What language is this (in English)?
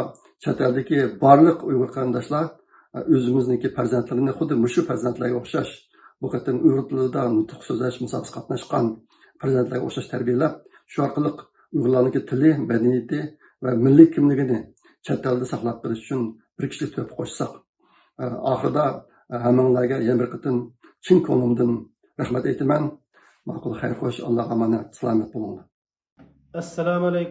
Uyghur